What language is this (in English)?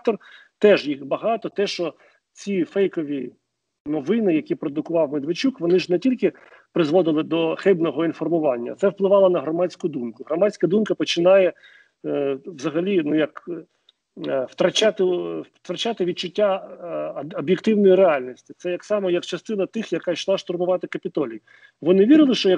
Ukrainian